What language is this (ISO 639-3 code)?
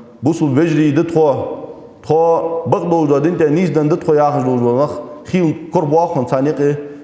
inh